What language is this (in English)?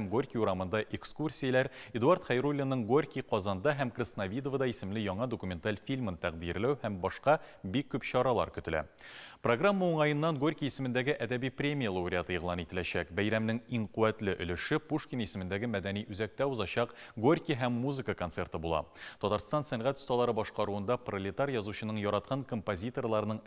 Tatar